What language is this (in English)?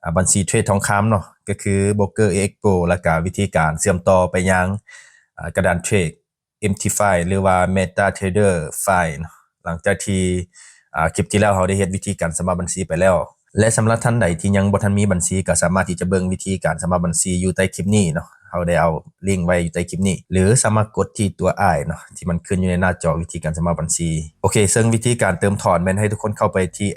Lao